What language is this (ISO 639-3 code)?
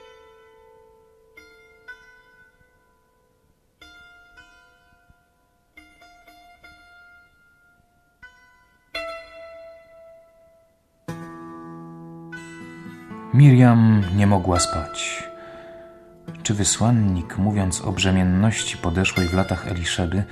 pol